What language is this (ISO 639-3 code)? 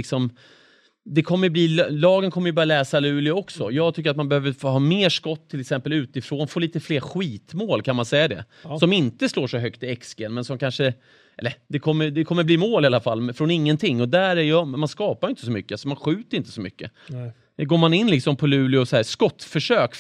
swe